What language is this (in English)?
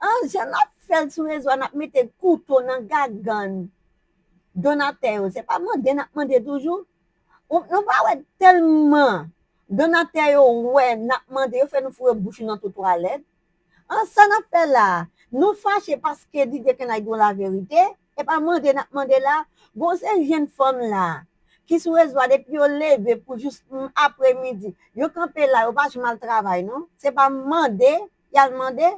Haitian Creole